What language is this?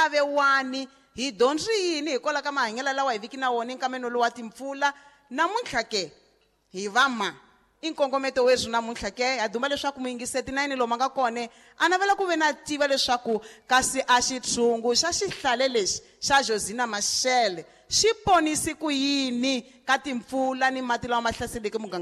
Tsonga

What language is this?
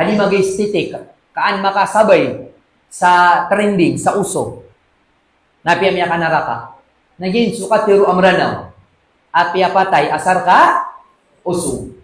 Maranao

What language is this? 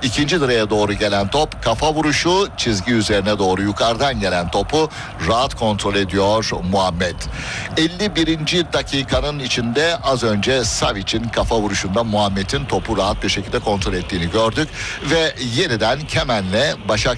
Turkish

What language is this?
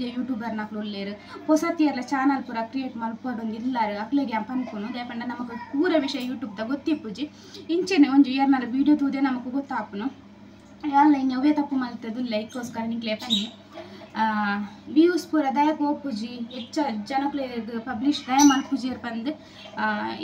Tulu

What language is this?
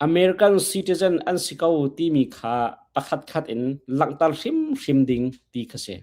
Hakha Chin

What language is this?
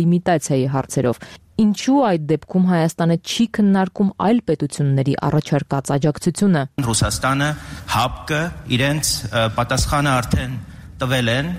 Armenian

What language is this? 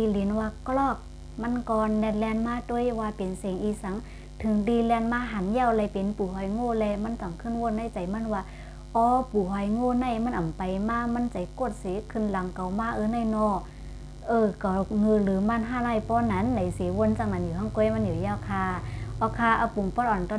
Shan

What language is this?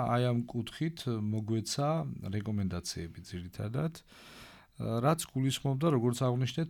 Georgian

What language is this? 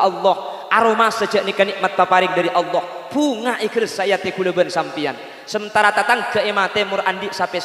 Madurese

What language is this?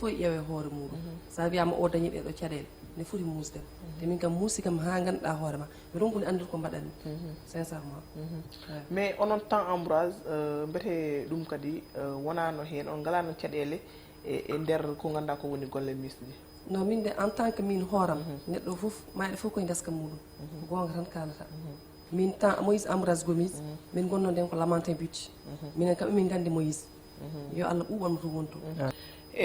Fula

